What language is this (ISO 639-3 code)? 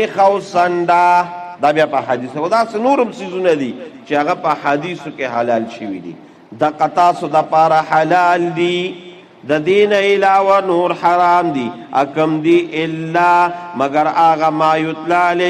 pus